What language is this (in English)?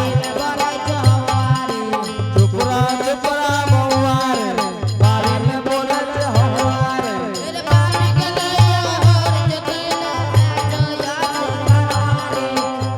Angika